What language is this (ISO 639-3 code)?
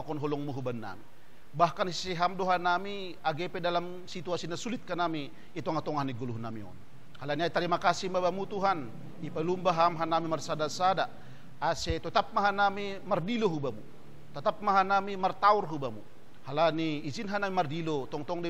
bts